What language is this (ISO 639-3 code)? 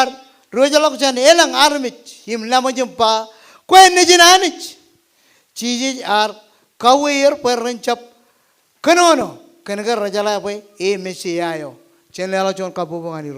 mah